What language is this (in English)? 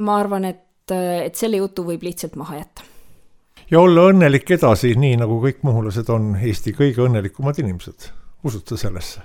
Estonian